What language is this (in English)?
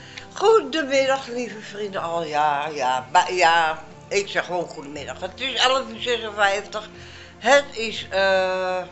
Dutch